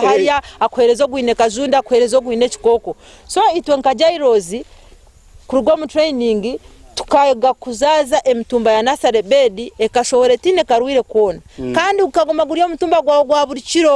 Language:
Nyankole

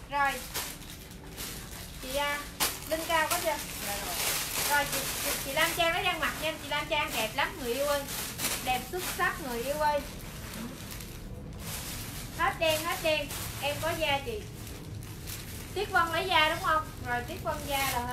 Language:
Vietnamese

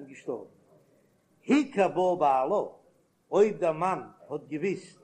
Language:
Yiddish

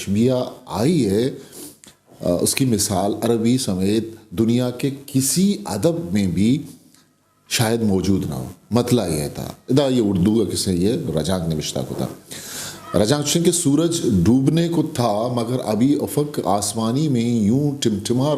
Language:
Eastern Balochi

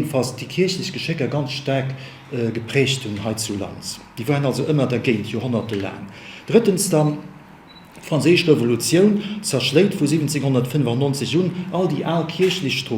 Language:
Luxembourgish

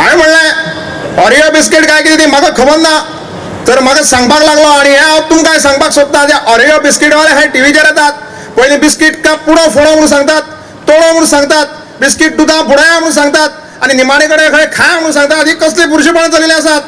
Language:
Konkani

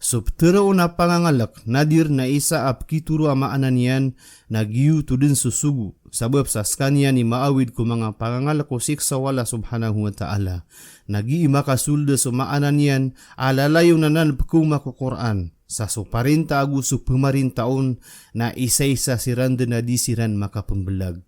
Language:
Maranao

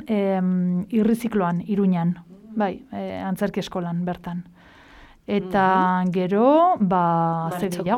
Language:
Basque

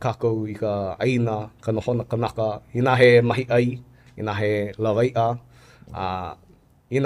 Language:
Hawaiian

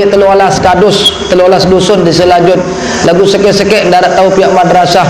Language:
Sasak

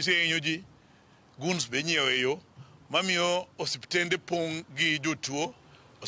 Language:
Luo (Kenya and Tanzania)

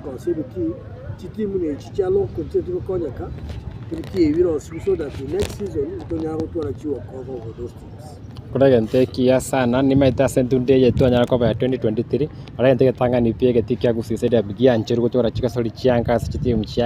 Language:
Gusii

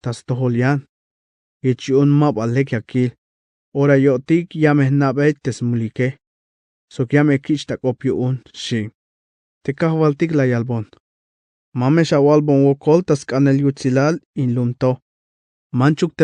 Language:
Tzeltal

